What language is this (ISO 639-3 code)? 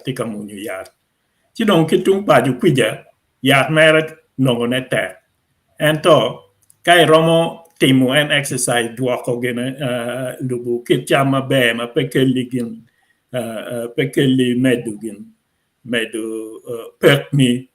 ach